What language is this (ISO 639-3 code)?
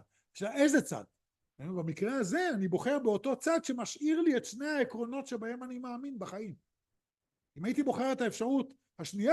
heb